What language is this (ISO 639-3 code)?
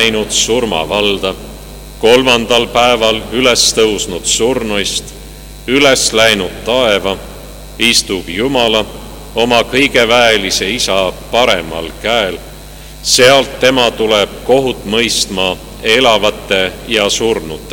est